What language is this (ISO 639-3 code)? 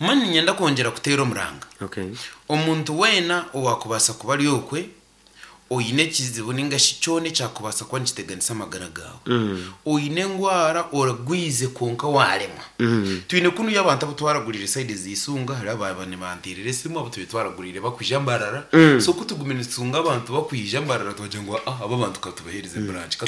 nyn